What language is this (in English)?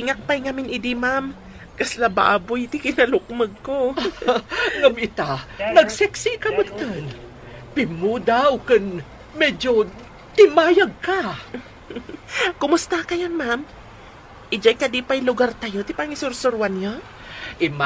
Iloko